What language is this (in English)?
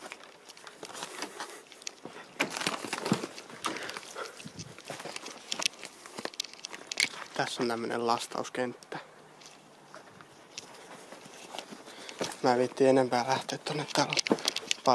Finnish